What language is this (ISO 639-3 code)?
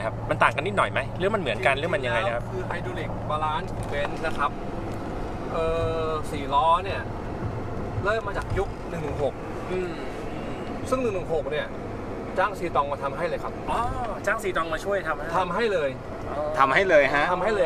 tha